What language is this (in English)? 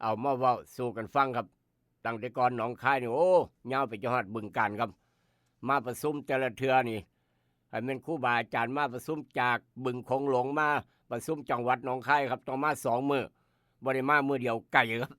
Northeastern Thai